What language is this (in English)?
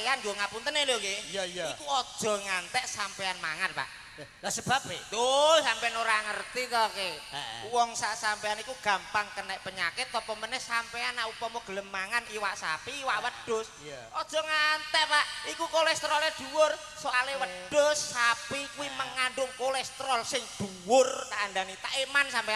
Javanese